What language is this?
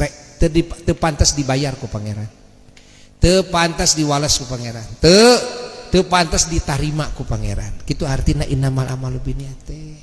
Sundanese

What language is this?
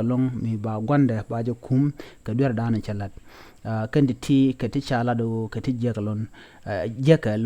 Nuer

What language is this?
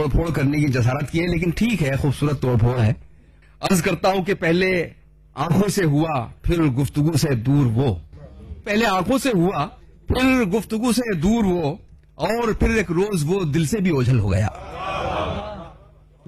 Urdu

